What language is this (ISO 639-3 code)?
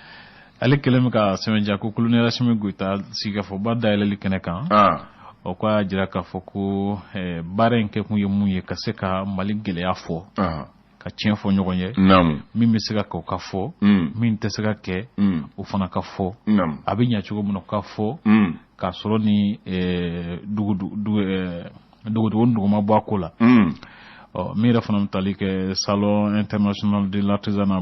bam